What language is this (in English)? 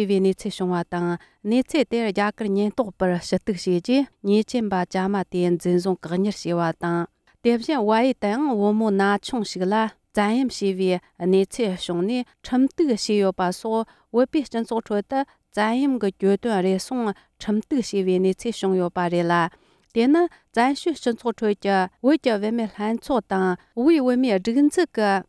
Tibetan